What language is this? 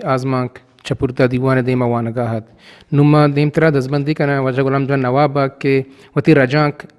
Eastern Balochi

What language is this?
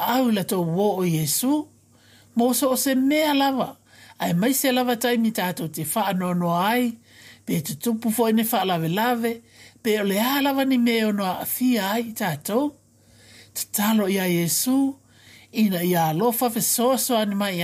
Samoan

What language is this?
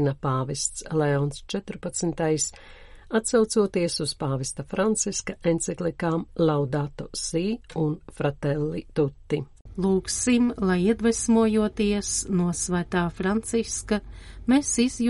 Latvian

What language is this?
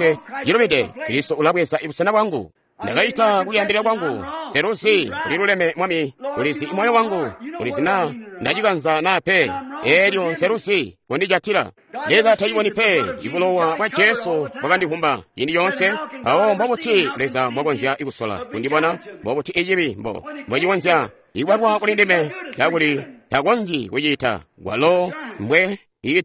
Tonga (Zambia)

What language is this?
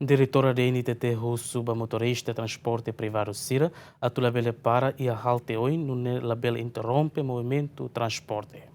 Tetum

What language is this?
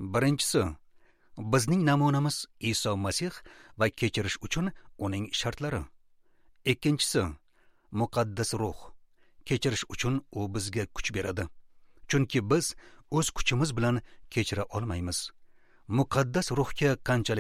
Uzbek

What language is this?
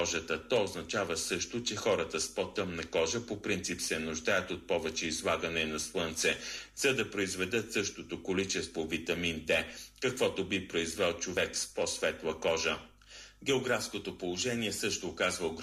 Bulgarian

